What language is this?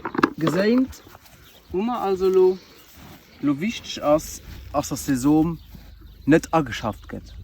Luxembourgish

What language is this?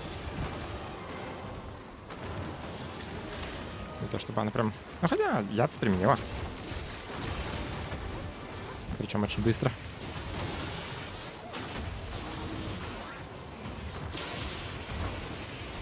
Russian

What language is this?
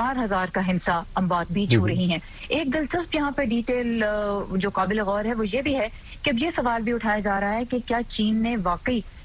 Urdu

